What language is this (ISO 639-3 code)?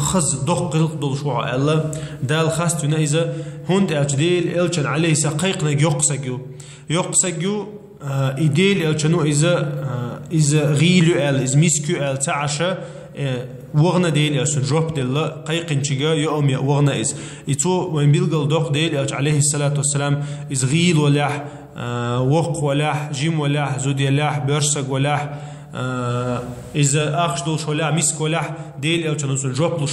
che